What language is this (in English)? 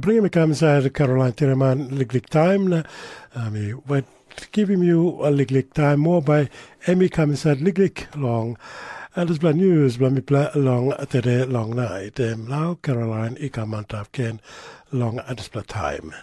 Tok Pisin